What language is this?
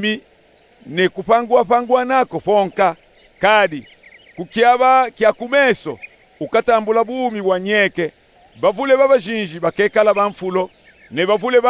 Luba-Katanga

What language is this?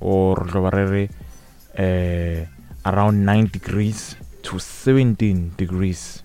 Northern Sotho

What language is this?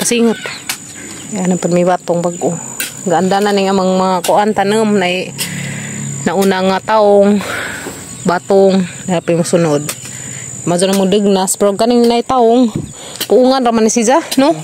Cebuano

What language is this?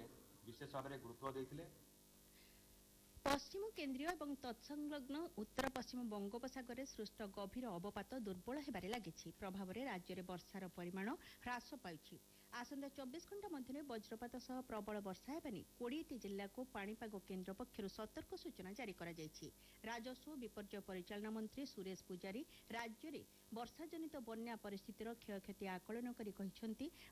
Odia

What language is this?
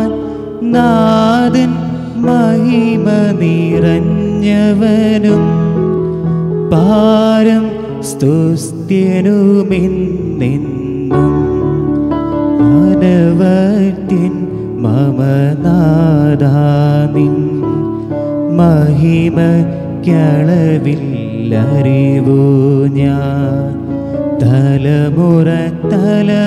Malayalam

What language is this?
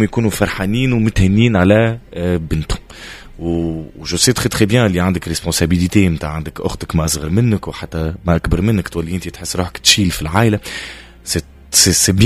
Tunisian Arabic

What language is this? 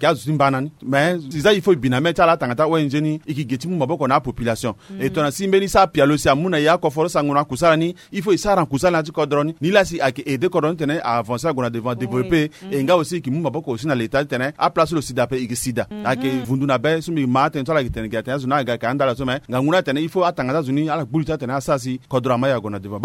Sango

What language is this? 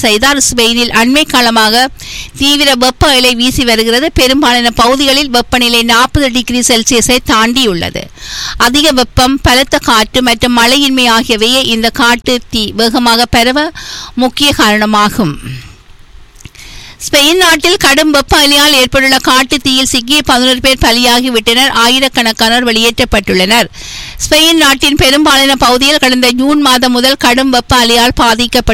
Tamil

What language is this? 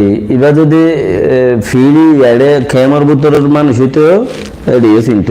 Rohingya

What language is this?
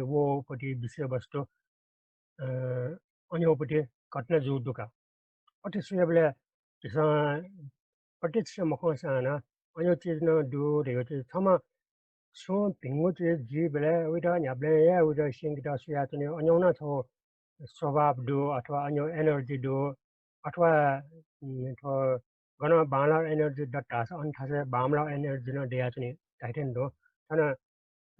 Newari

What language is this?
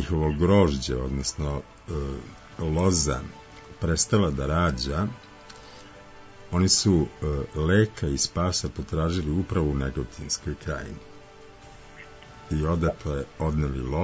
Serbian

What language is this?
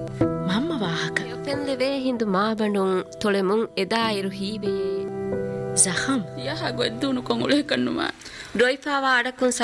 Divehi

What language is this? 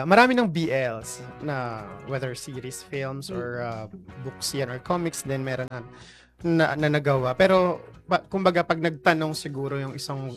Filipino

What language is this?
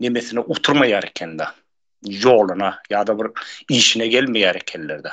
Turkmen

